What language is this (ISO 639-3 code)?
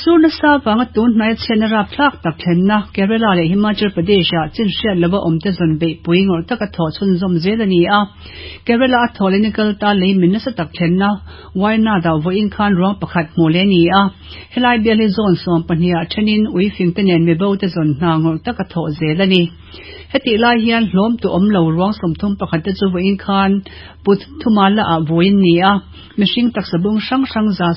lus